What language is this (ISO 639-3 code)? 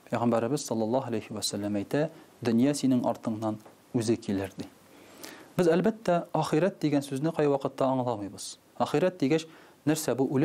tat